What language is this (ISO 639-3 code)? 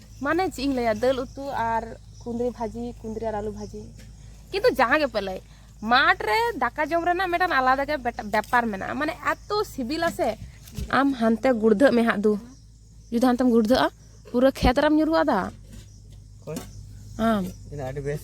sat